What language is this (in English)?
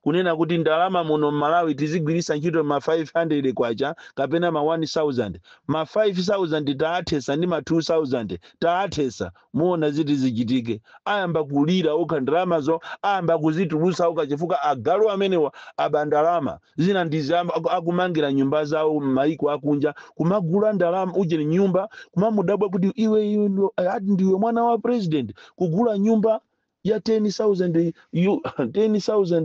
Nyanja